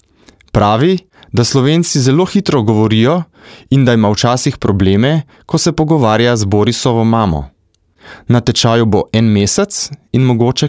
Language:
Slovenian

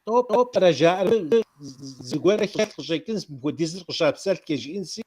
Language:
Kabardian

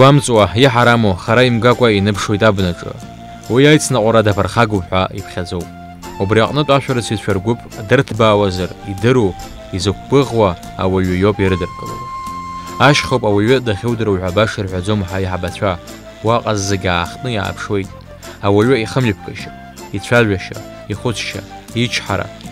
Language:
Abkhazian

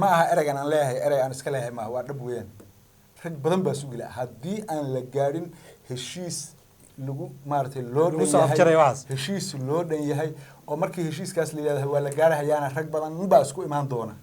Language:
Somali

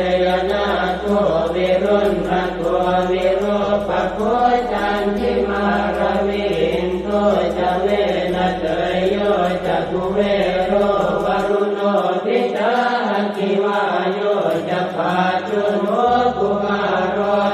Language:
Pali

